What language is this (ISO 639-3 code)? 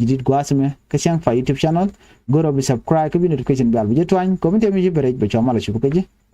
nus